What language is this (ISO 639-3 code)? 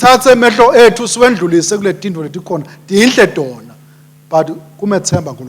ssw